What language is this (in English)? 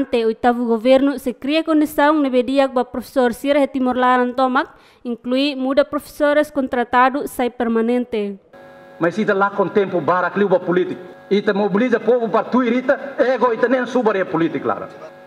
Tetum